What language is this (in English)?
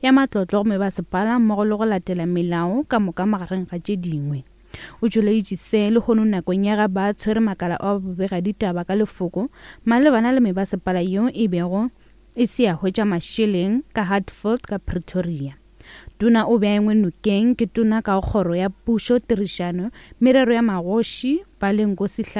Northern Sotho